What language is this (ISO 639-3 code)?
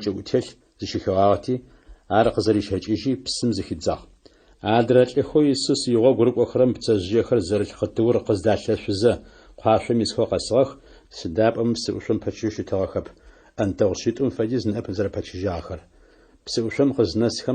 ady